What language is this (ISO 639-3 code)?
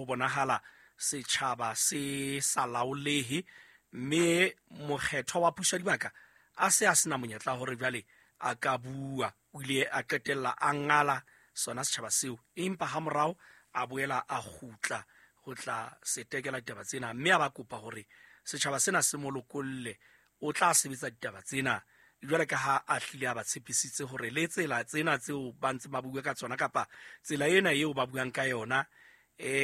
sot